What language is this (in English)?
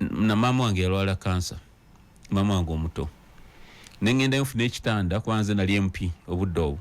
Ganda